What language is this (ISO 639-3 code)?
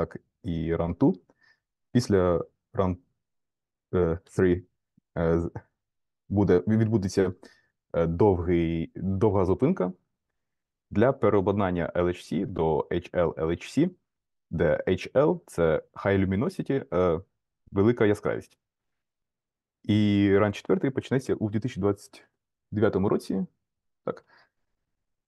ukr